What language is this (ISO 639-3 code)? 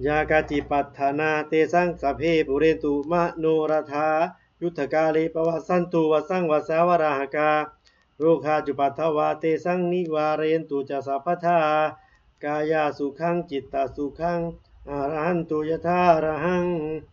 pli